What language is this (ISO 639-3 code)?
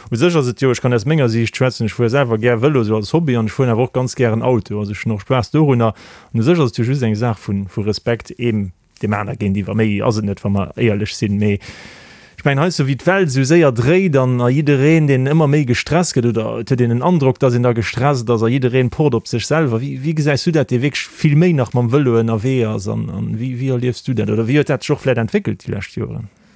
ltz